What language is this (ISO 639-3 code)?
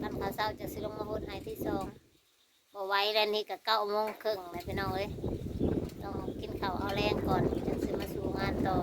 tts